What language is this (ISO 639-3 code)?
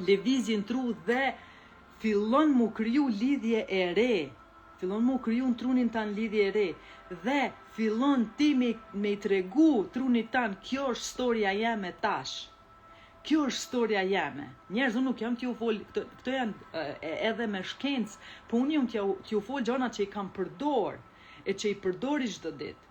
sqi